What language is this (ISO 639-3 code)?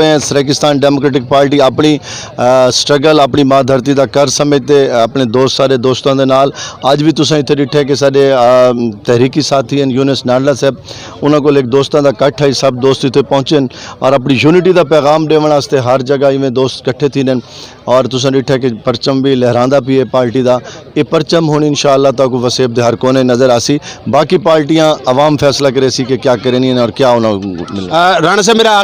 skr